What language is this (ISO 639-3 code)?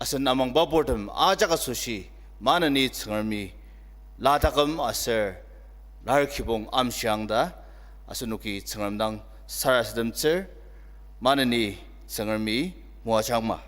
njo